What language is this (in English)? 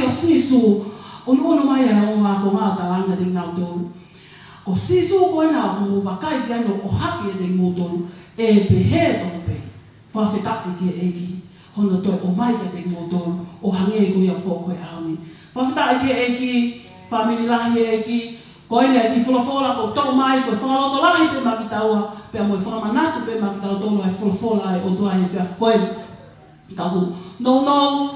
Tongan